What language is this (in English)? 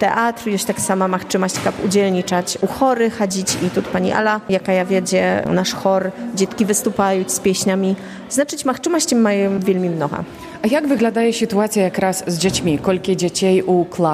Polish